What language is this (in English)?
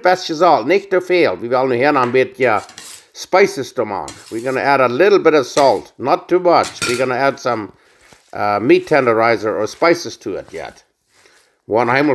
Plautdietsch